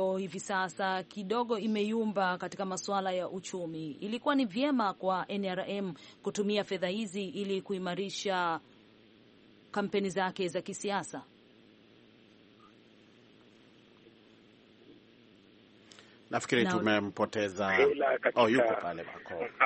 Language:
Swahili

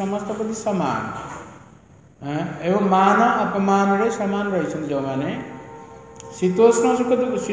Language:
Odia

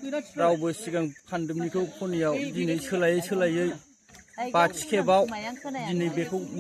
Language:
Bodo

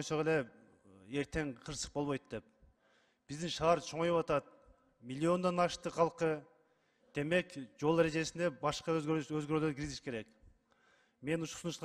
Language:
Kyrgyz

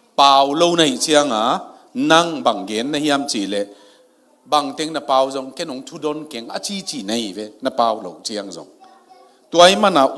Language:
Tedim Chin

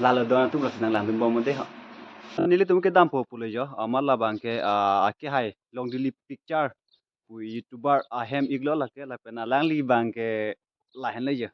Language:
Karbi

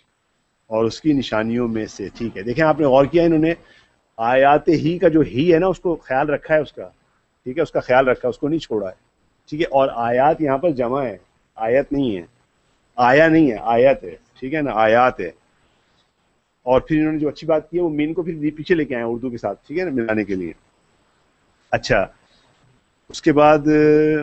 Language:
Urdu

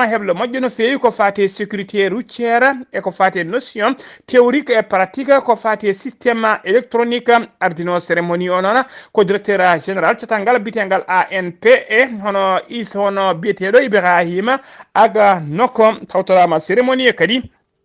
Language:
Fula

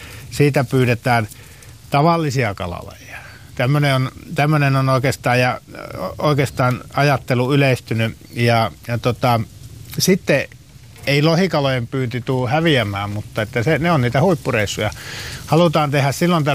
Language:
Finnish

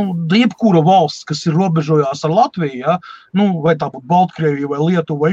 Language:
Latvian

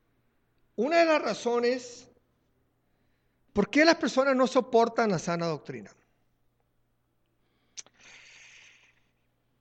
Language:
Spanish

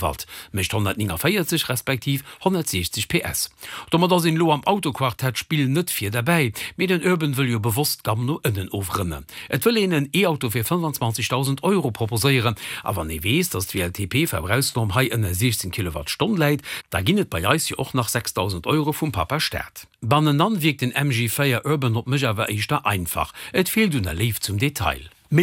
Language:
Luxembourgish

